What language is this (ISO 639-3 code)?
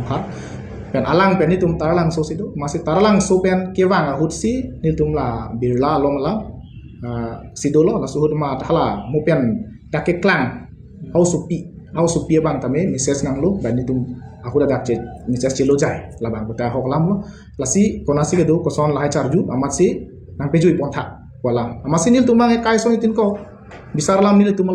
mjw